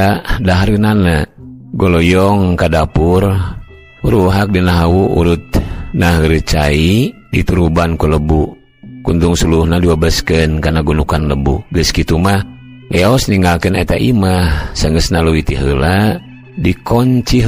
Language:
Sundanese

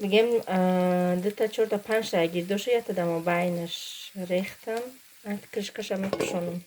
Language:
Tajik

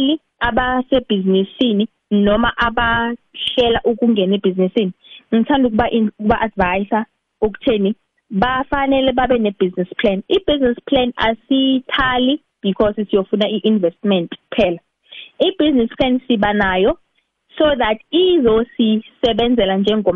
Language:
South Ndebele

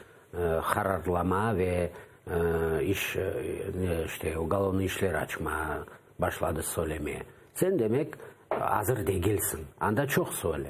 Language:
Crimean Tatar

